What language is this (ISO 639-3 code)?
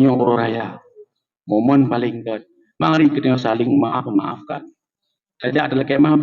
ace